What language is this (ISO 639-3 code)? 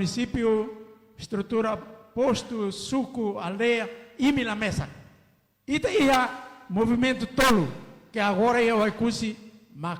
tet